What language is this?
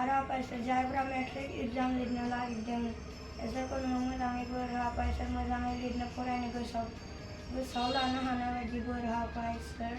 Bodo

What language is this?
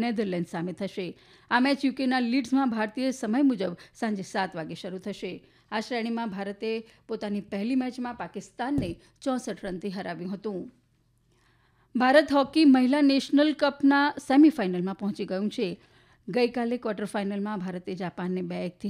Gujarati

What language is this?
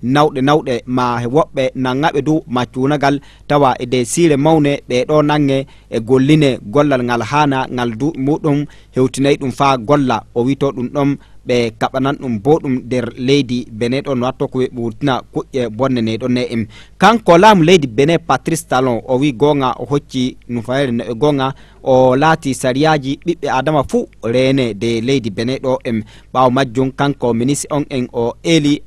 Fula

